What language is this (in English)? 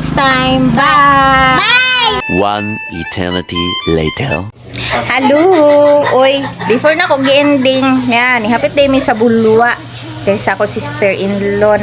Cebuano